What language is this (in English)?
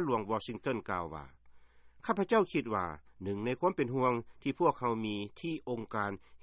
Lao